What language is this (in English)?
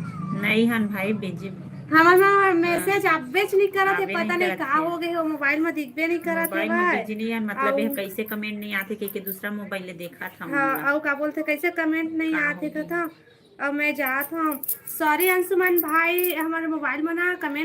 Chhattisgarhi